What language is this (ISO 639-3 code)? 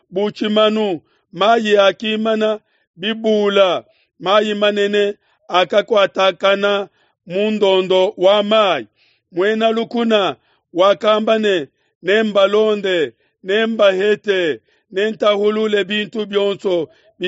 lua